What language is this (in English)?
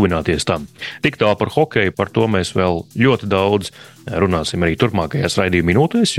Latvian